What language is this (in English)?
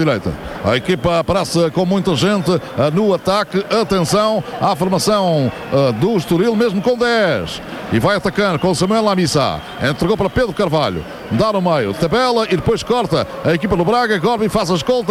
Portuguese